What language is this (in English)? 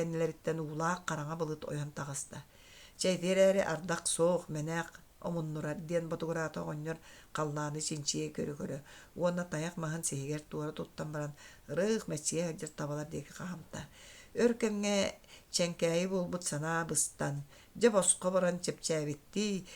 Yakut